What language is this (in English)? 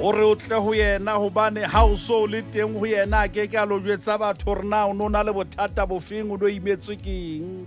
Southern Sotho